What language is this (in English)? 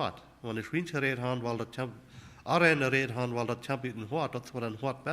Plautdietsch